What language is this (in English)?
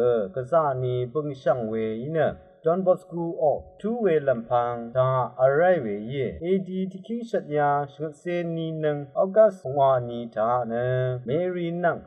Rawang